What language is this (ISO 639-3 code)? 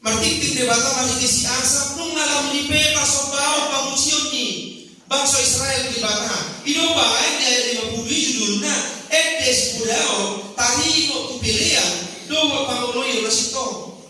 bbc